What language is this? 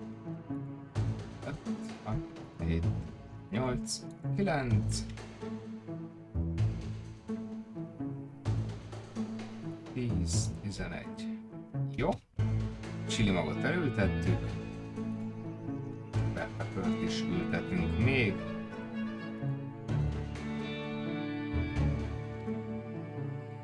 Hungarian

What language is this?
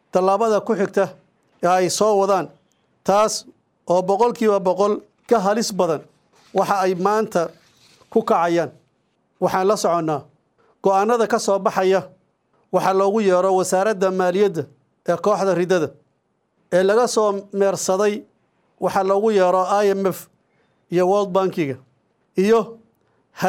Somali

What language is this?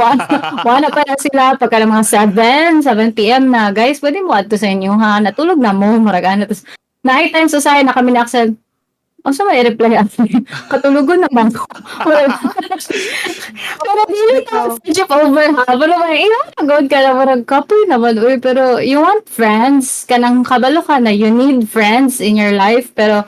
Cebuano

